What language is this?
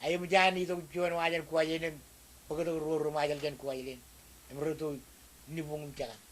Marshallese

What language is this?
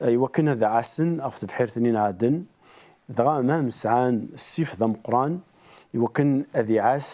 Kabyle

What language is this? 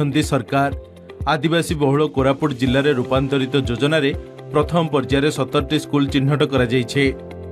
Odia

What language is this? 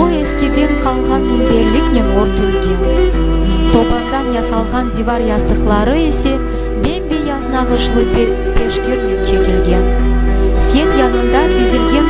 Crimean Tatar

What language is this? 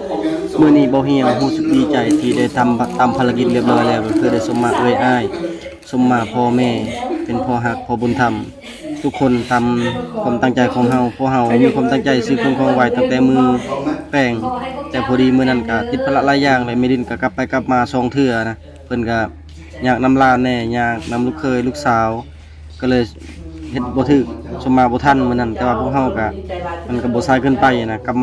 Lao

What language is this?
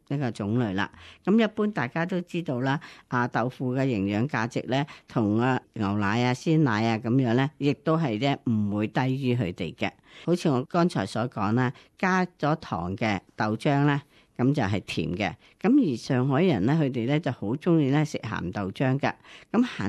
Cantonese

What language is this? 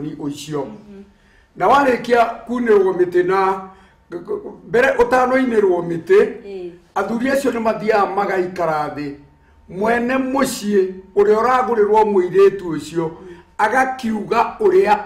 Kikuyu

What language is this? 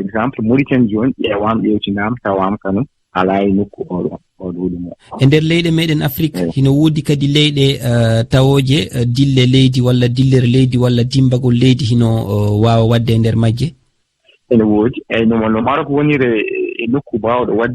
Fula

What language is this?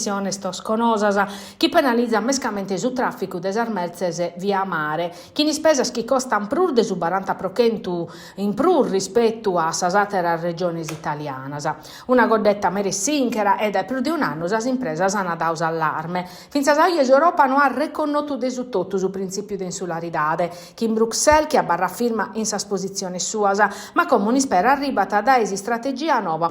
Sardinian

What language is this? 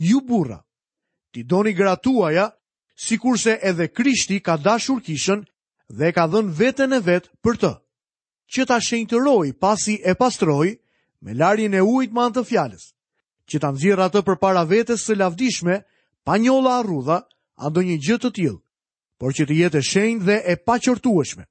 Albanian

